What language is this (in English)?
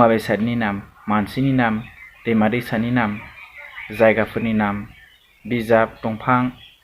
Bodo